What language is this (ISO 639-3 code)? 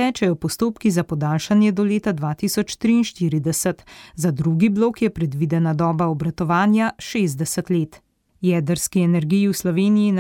slv